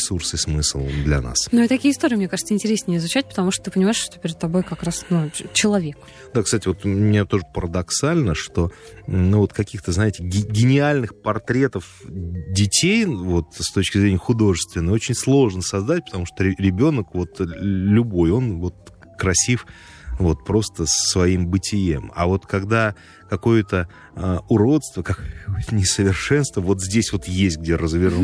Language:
Russian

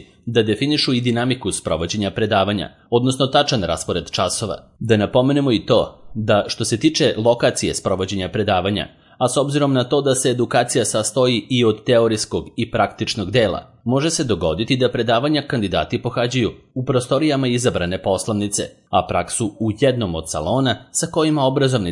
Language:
Serbian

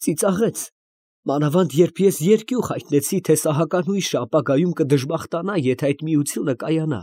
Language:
Armenian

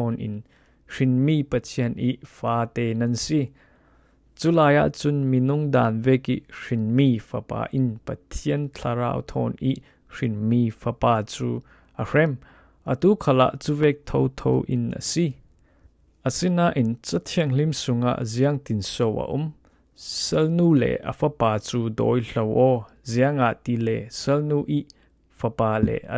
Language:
Falam Chin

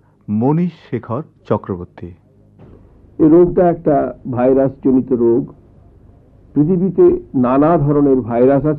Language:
Bangla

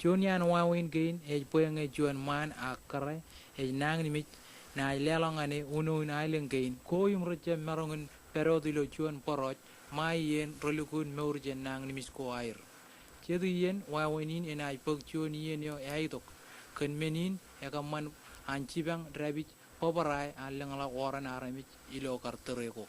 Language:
Marshallese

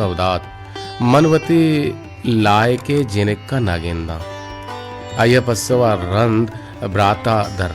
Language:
Baluchi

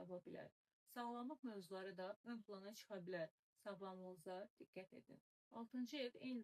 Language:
Azerbaijani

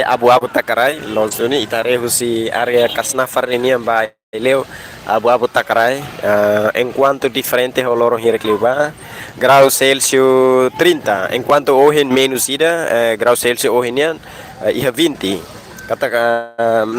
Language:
Tetum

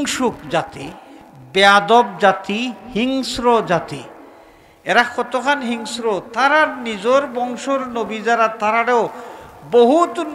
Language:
Sylheti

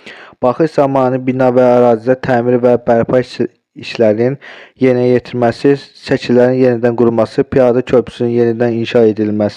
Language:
Azerbaijani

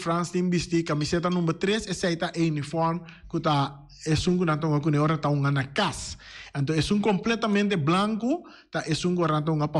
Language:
Papiamento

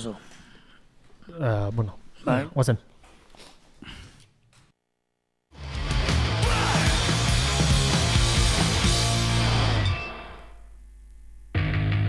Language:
Basque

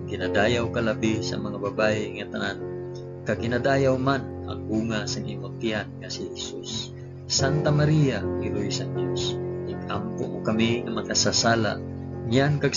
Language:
Hiligaynon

